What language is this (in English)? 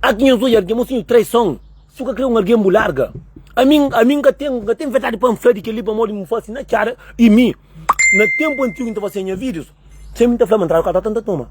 Kabuverdianu